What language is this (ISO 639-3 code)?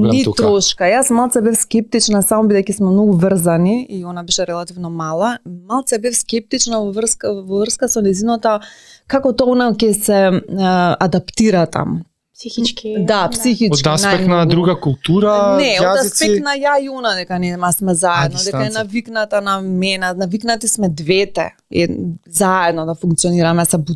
mkd